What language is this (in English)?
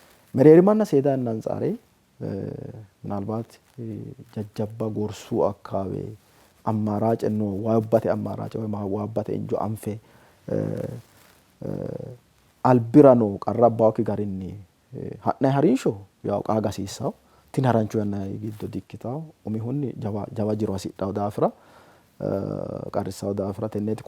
Sidamo